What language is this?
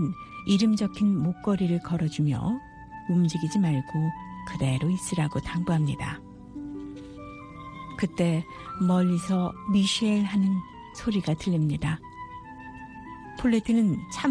Korean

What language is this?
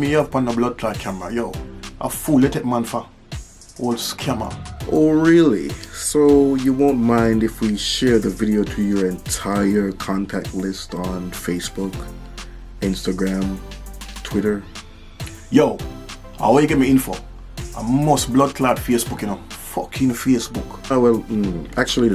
Jamaican Creole English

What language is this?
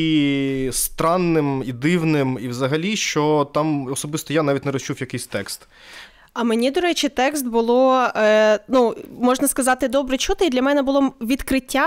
Ukrainian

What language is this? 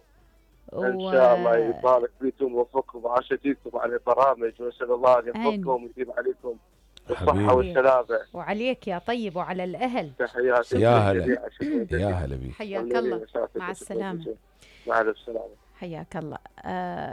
Mesopotamian Arabic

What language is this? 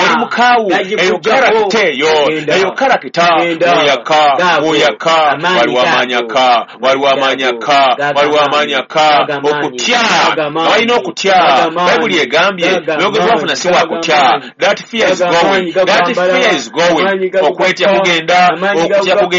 Ganda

